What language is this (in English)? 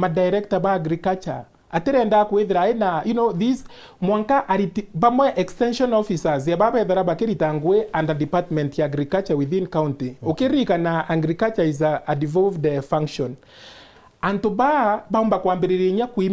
Meru